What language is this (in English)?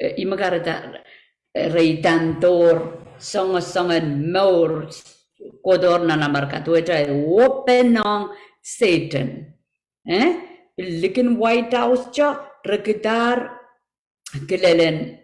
Pohnpeian